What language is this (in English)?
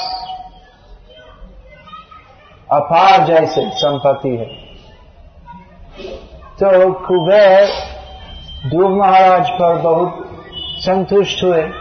Hindi